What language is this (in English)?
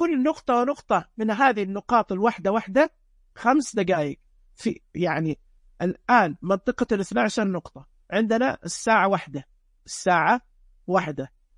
Najdi Arabic